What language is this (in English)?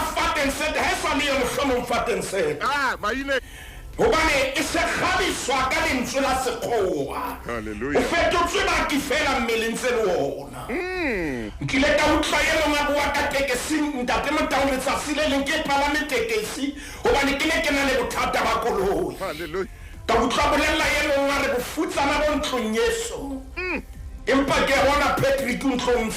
Southern Sotho